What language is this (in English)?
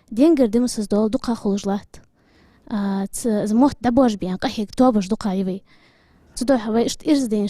Ingush